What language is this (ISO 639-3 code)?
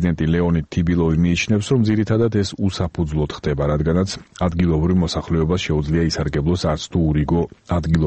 kat